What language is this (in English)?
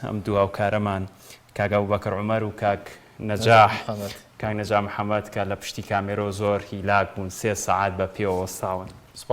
Central Kurdish